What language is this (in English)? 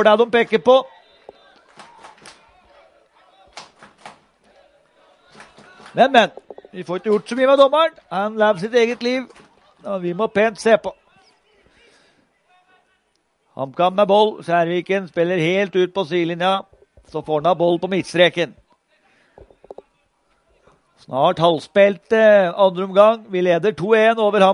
Norwegian